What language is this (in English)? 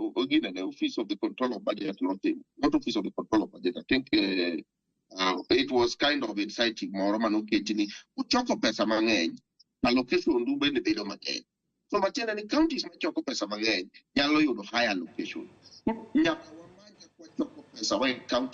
Luo (Kenya and Tanzania)